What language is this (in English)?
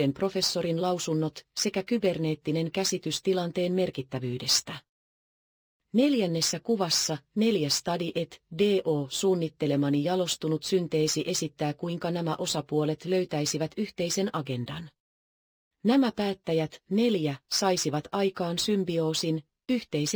Finnish